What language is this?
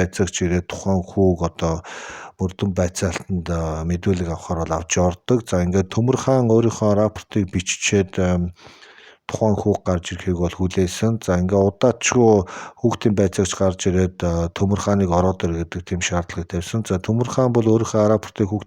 Mongolian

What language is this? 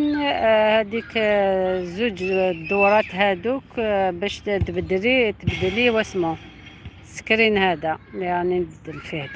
Algerian Arabic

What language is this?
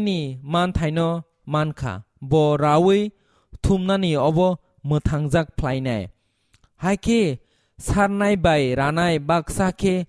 Kok Borok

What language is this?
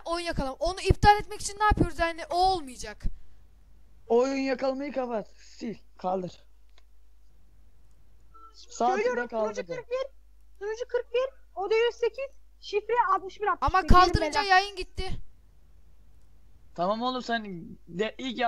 Turkish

